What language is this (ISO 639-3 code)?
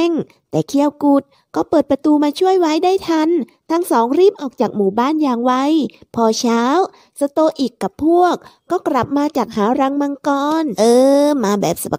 tha